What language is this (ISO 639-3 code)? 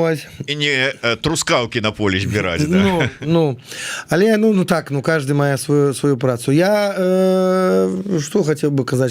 bel